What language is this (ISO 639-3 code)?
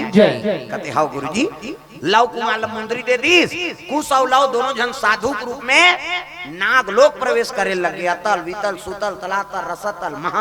hne